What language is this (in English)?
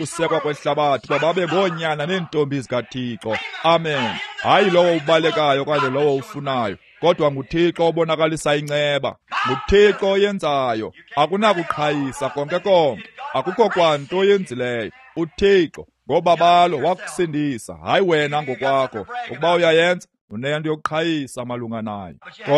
Xhosa